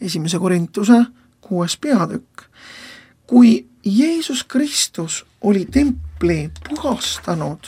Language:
Estonian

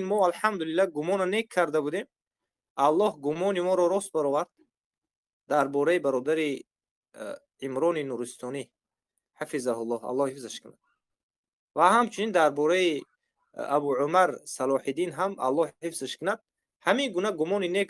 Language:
Tajik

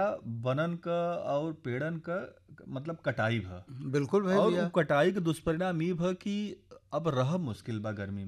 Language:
Bhojpuri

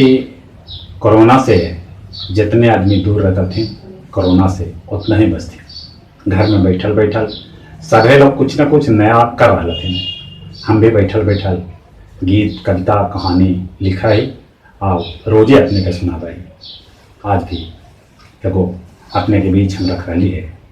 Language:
Magahi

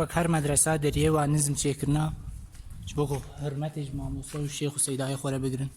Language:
Kurdish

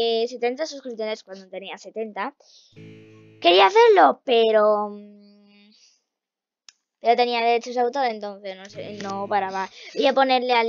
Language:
Spanish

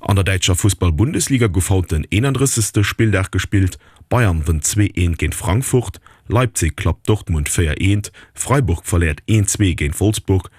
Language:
Luxembourgish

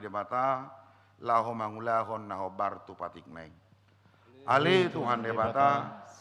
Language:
Batak Toba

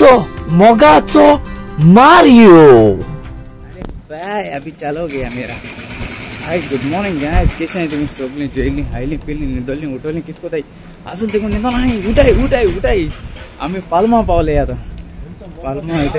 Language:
Konkani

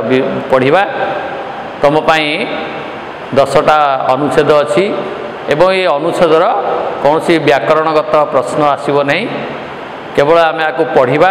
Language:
Odia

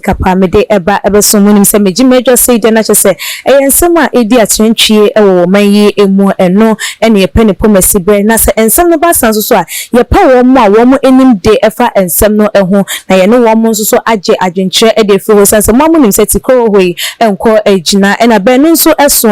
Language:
Akan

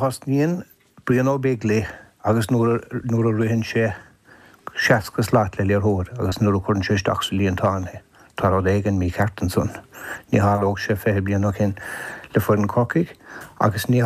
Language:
Irish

